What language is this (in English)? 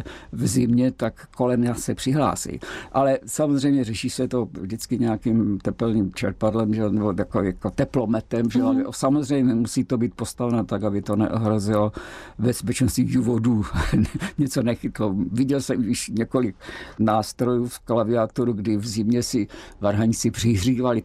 Czech